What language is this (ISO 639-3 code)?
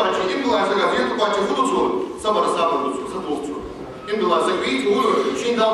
inh